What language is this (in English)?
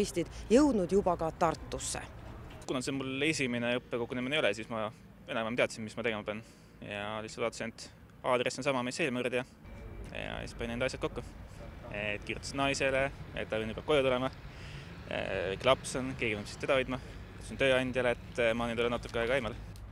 Estonian